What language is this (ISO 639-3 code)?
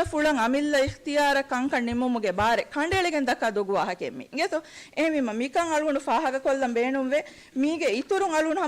div